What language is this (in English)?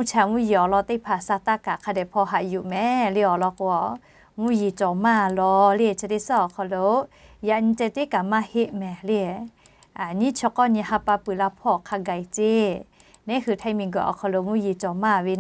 Lahu